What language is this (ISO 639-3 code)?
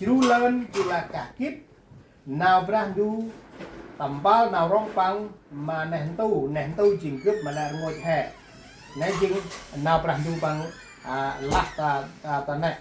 cmo